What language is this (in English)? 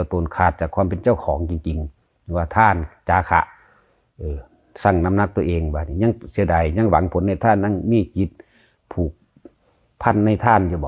Lao